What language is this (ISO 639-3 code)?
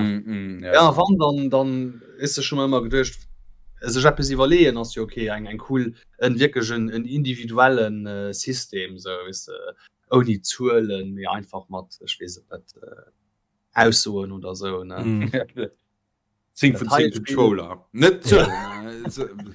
ltz